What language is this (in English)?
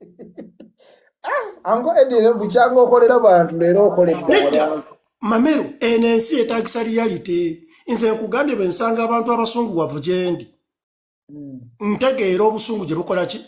Ganda